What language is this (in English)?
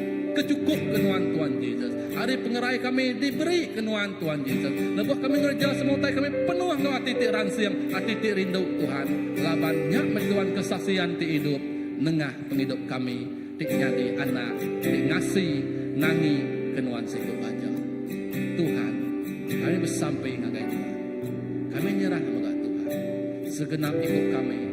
Iban